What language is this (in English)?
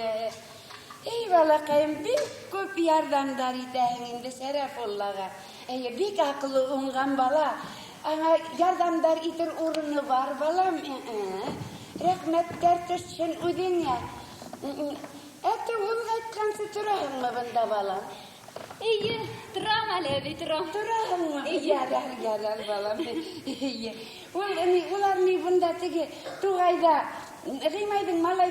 Bashkir